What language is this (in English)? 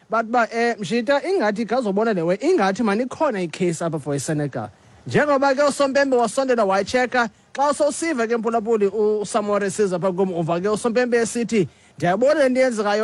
Xhosa